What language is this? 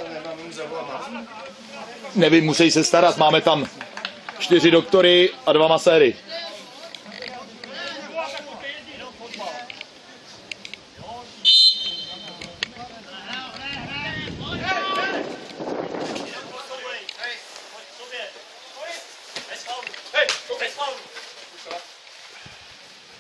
Czech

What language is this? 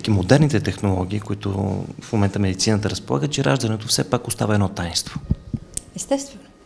Bulgarian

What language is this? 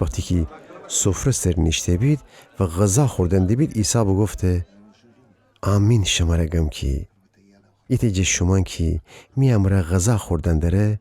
Gilaki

